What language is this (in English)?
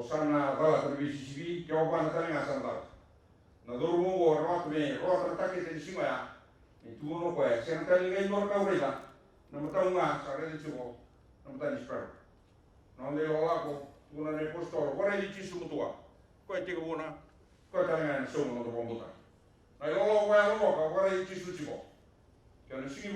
Fijian